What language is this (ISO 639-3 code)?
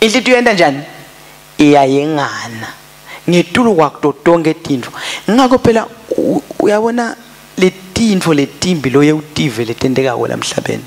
ssw